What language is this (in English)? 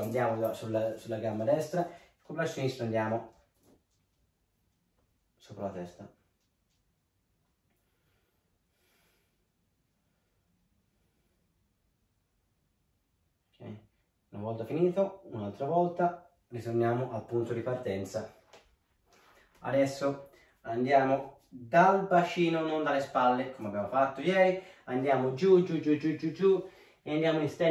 Italian